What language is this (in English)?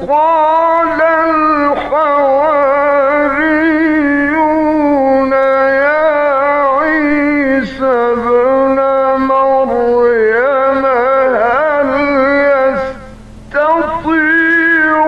Arabic